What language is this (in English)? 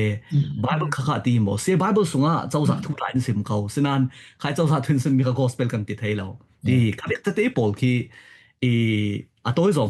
Falam Chin